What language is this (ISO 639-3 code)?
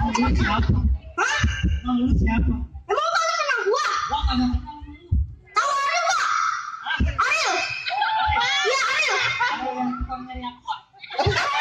bew